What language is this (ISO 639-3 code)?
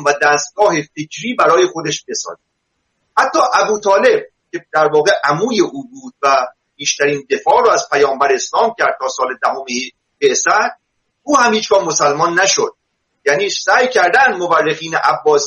fas